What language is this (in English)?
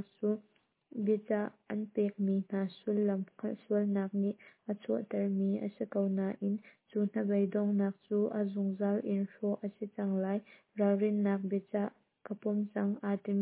Hakha Chin